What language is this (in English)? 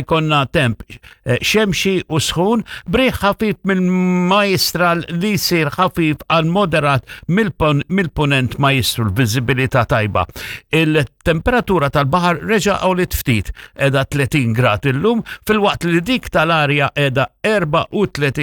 Maltese